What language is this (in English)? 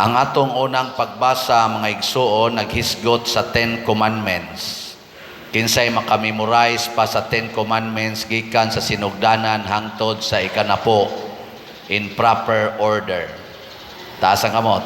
Cebuano